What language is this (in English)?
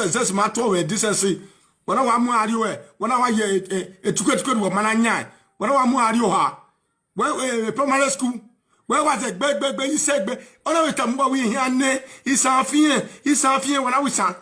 Nigerian Pidgin